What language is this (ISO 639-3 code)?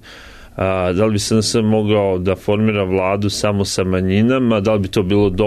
srp